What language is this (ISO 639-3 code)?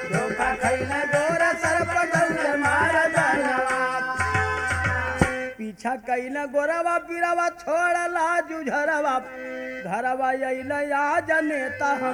bho